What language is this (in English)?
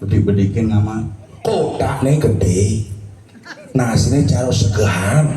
Balinese